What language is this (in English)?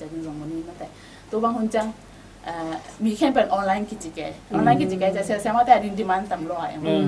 Tedim Chin